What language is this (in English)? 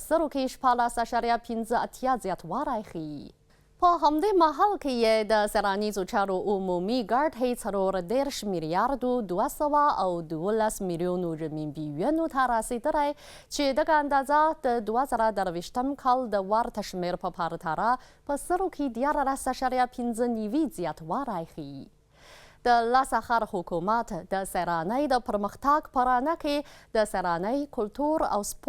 Pashto